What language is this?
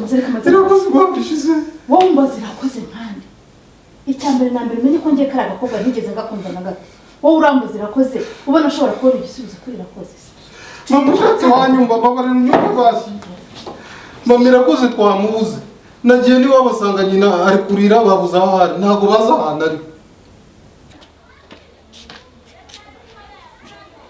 Kinyarwanda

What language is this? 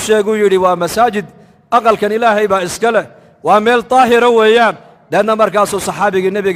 Somali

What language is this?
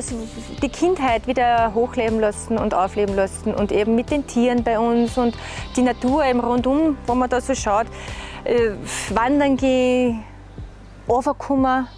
Bavarian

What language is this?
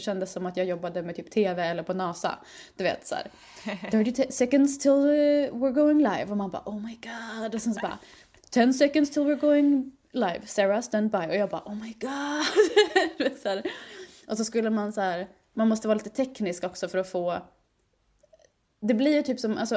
Swedish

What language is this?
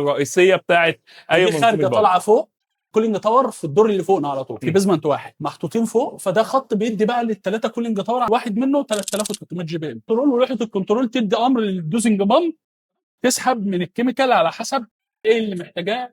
Egyptian Arabic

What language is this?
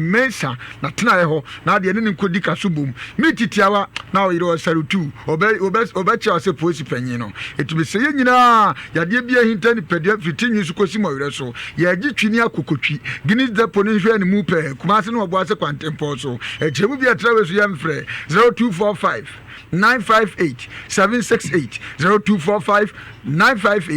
Akan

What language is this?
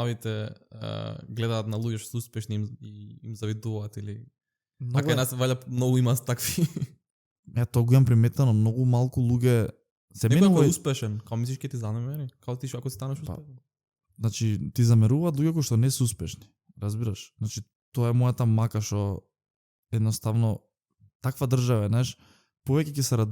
Macedonian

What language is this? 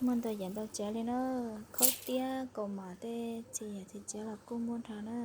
Hmong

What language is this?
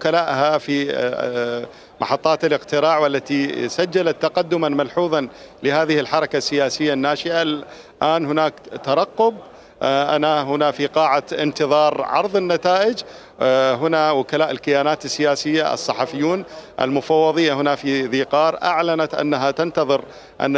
Mesopotamian Arabic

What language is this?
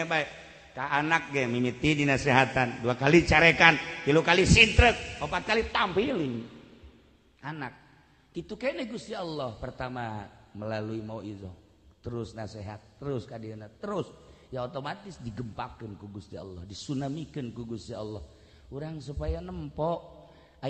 Sundanese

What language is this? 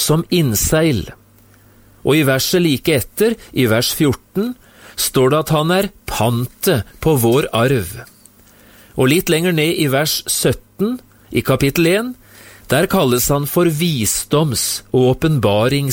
Norwegian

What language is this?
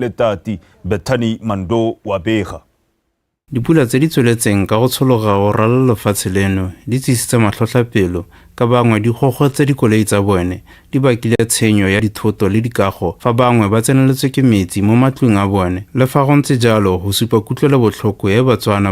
Tswana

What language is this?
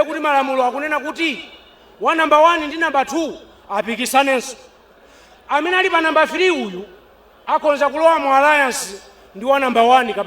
Nyanja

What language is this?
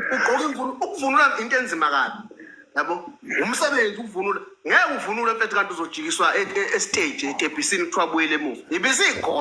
Zulu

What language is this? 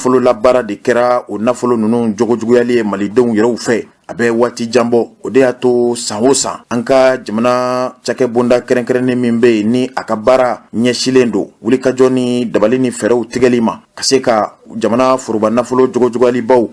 Bambara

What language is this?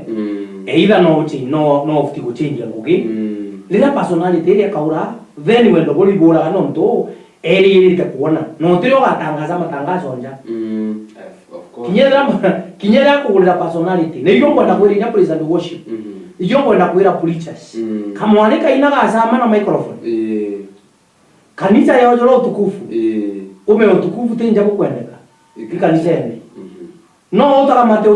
Meru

